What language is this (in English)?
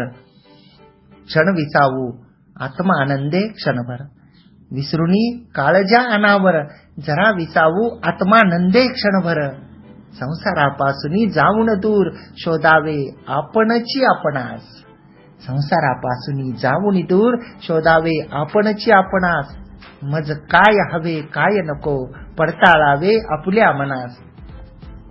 Marathi